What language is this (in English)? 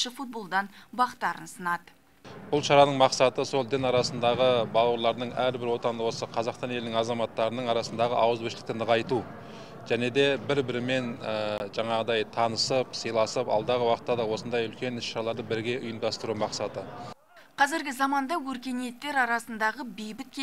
Kazakh